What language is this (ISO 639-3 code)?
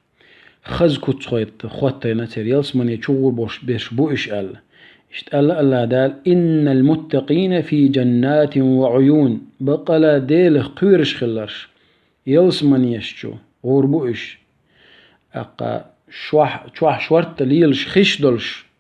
che